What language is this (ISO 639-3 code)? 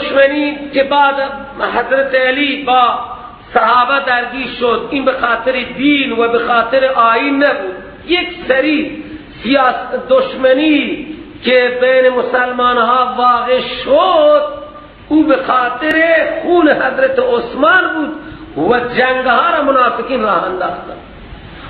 fas